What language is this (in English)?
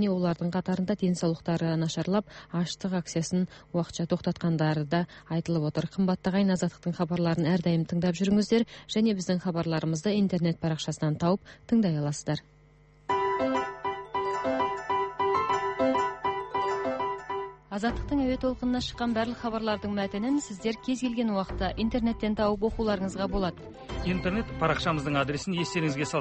Kazakh